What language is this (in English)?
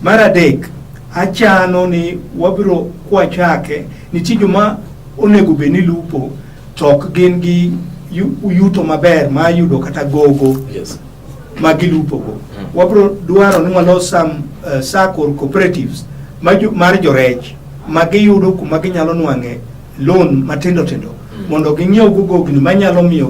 Luo (Kenya and Tanzania)